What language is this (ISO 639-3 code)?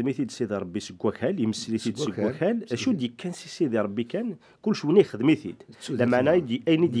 kab